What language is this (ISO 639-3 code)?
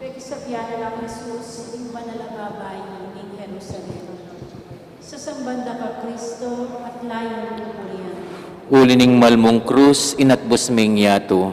pam